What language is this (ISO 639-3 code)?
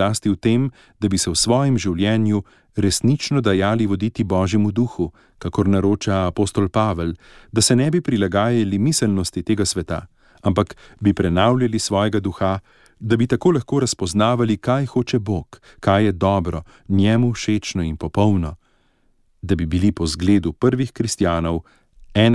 slv